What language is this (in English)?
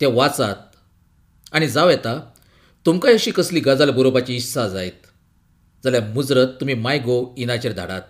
Konkani